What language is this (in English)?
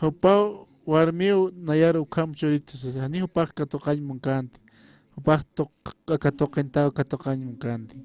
Aymara